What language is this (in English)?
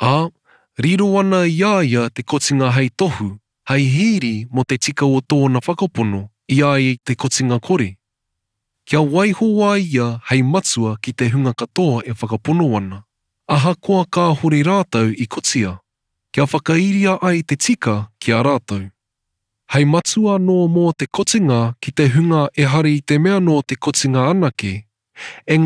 Māori